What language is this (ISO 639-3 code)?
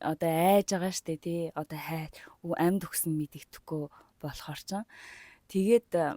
mon